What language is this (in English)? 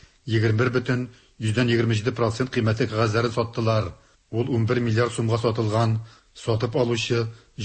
Tatar